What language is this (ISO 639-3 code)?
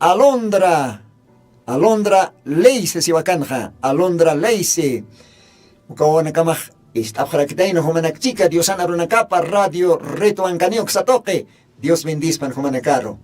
aym